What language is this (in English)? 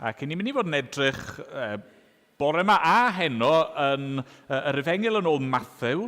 Welsh